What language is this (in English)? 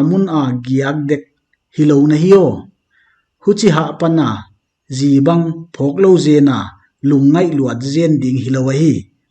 Paite Chin